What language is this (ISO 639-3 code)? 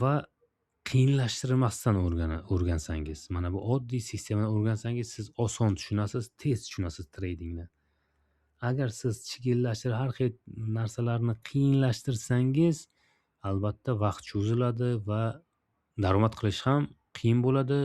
uzb